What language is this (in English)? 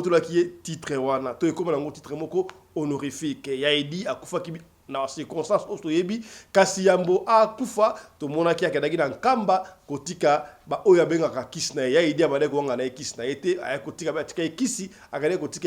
Lingala